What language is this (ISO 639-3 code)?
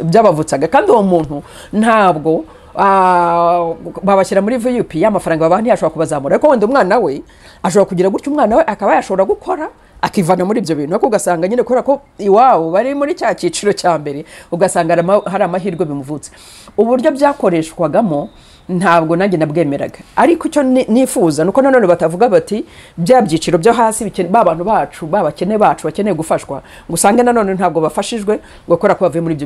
kin